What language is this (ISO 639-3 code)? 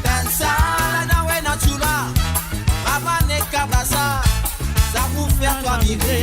mfe